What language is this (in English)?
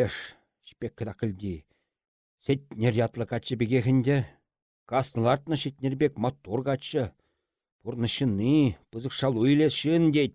Chuvash